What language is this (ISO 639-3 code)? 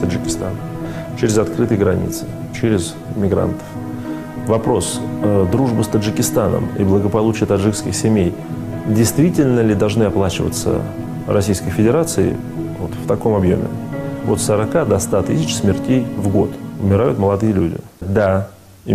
rus